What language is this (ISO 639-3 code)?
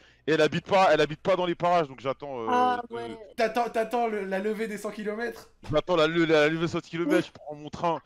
fra